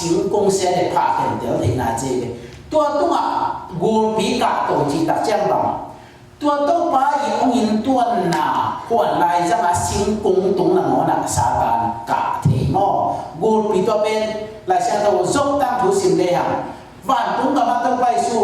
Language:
Tedim Chin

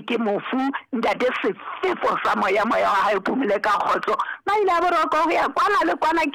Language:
Southern Sotho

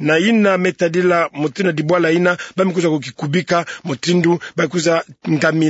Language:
Kituba (Democratic Republic of Congo)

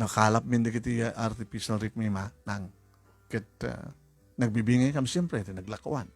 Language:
Iloko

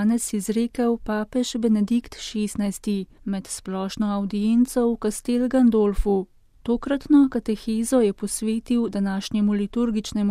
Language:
Slovenian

